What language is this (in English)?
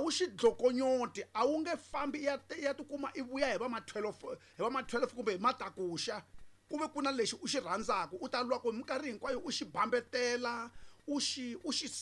Tsonga